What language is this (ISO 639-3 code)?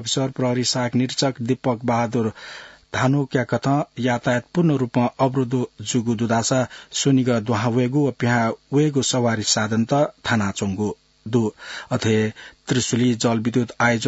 new